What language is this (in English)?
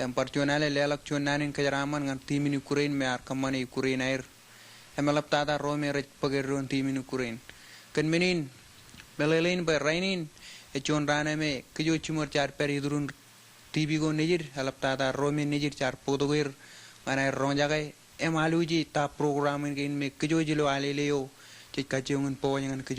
Marshallese